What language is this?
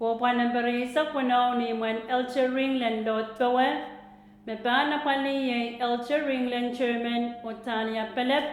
Pohnpeian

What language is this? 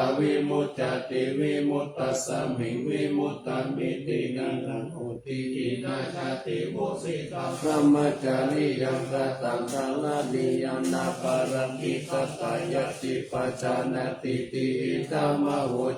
Pali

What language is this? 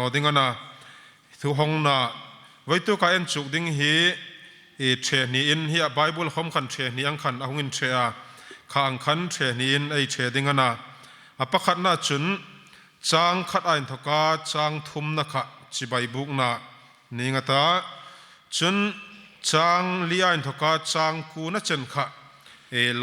Hmar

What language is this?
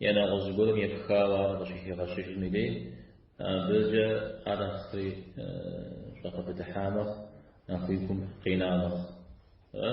Kabardian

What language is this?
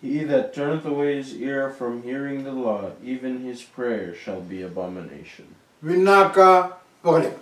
Fijian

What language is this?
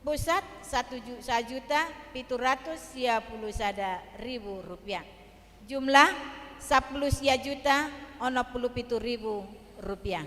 Batak Toba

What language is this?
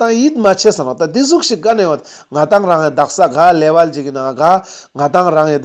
Ladakhi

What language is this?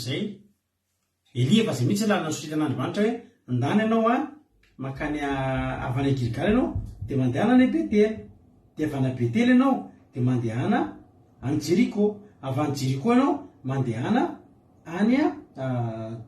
Malagasy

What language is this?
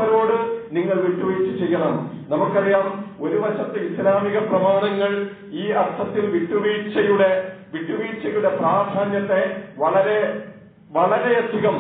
Malayalam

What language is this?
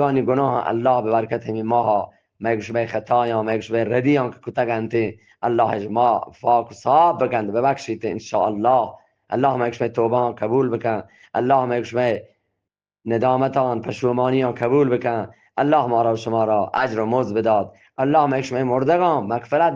Eastern Balochi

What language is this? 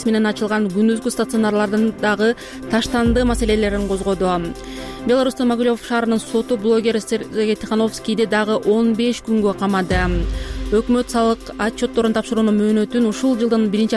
Kyrgyz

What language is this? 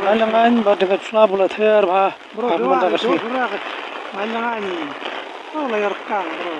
Khasi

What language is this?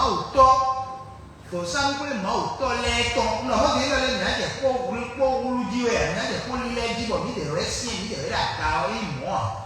Fon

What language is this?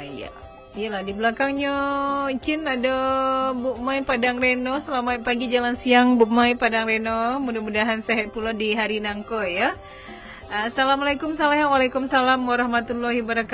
Minangkabau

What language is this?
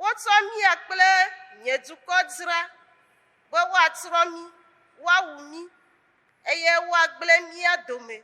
Ewe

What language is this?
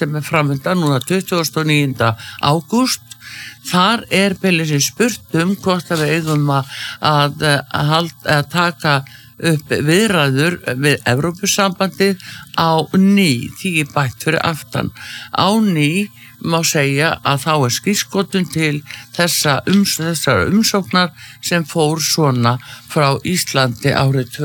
Icelandic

